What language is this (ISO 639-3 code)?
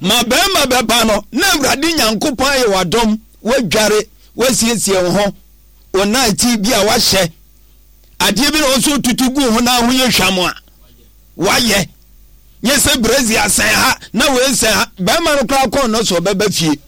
aka